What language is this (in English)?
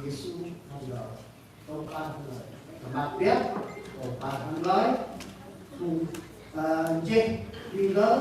Central Mnong